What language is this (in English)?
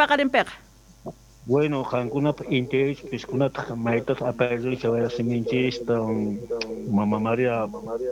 Quechua